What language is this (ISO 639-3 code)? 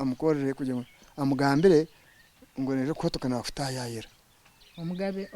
nyn